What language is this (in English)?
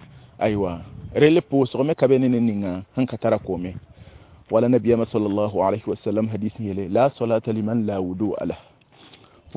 Mossi